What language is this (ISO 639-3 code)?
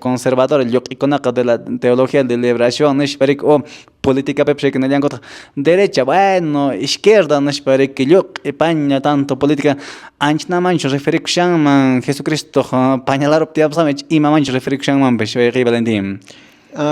que